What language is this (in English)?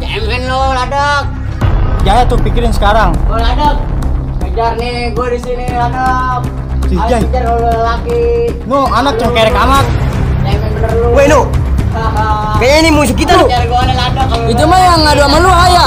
Betawi